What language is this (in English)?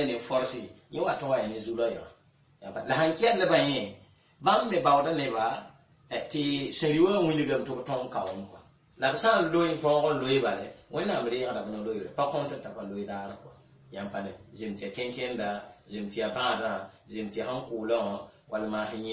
Mossi